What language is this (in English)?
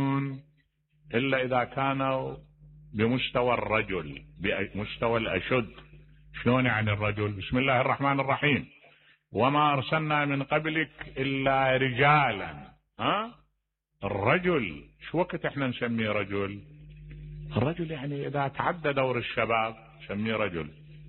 Mesopotamian Arabic